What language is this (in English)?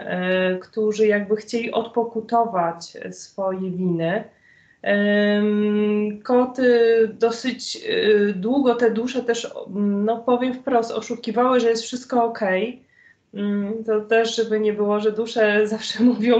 Polish